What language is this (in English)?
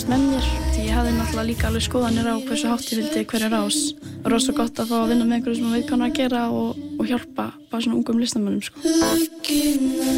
Icelandic